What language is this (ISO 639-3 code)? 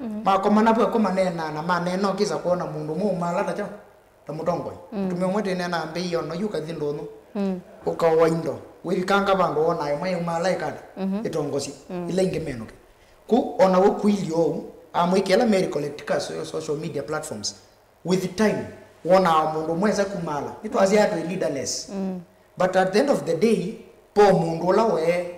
kam